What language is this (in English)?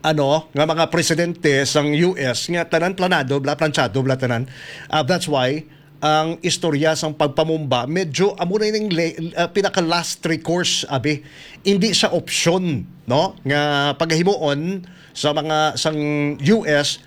Hiligaynon